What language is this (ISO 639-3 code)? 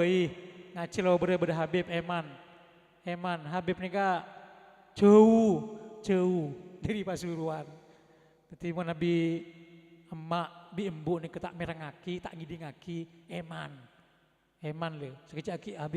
mad